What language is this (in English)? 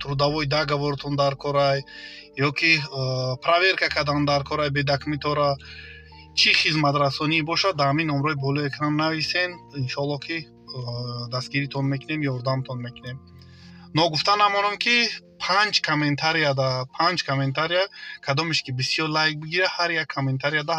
Tajik